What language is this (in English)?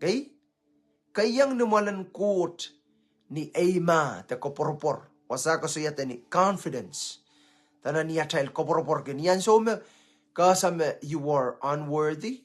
Pohnpeian